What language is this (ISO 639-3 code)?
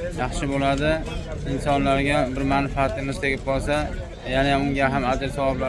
uzb